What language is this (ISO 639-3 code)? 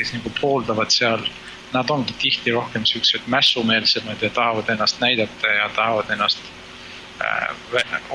est